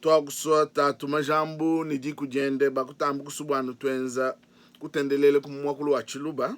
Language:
Luba-Lulua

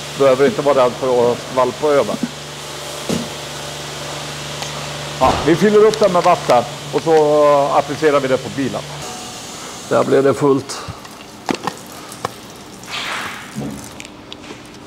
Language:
Swedish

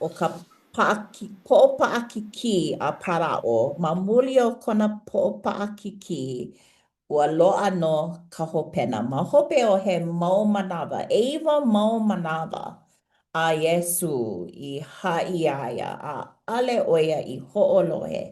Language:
Hawaiian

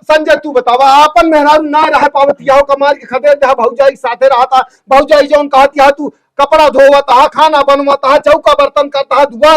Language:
Awadhi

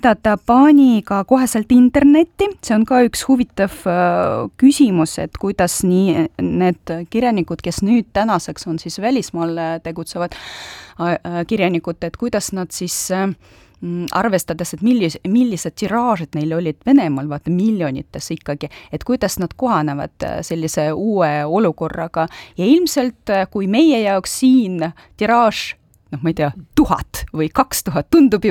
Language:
Estonian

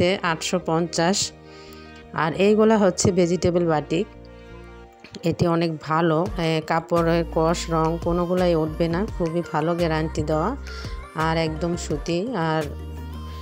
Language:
Bangla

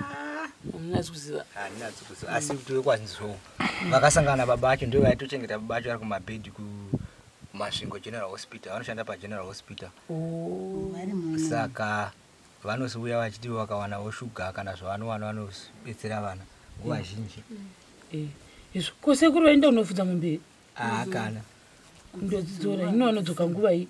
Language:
Shona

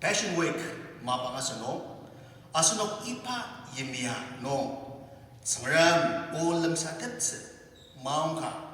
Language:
Ao Naga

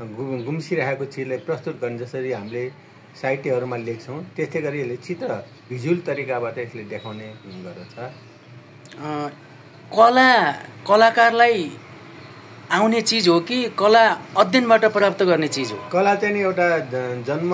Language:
Nepali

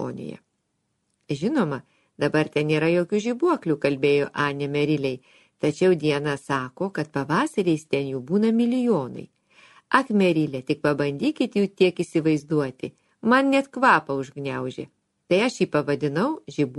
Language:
Lithuanian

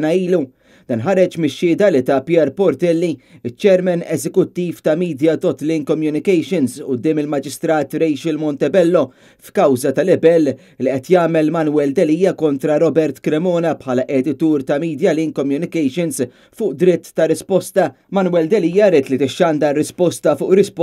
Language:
Maltese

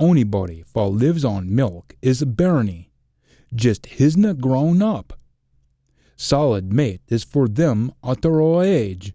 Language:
Scots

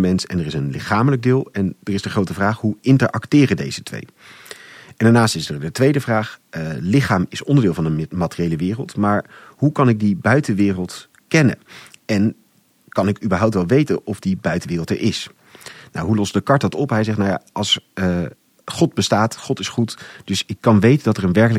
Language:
Dutch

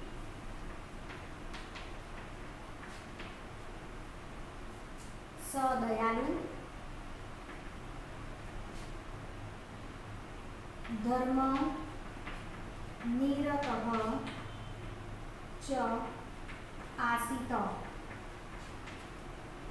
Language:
Gujarati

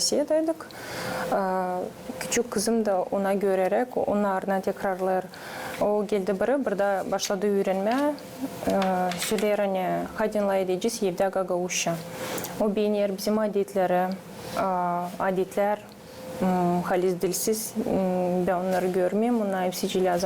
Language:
Gagauz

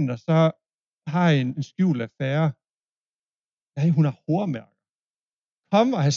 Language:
Danish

